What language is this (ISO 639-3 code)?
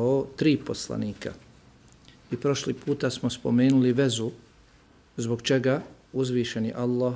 bos